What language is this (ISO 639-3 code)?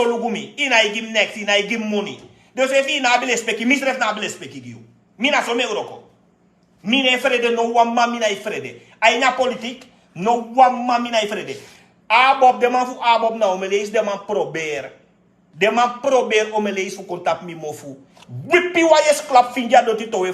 srn